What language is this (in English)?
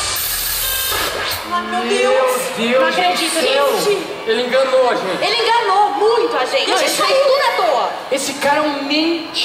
Portuguese